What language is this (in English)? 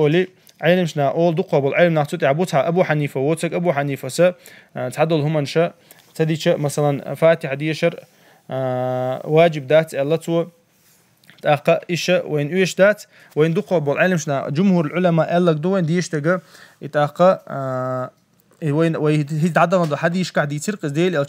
Chechen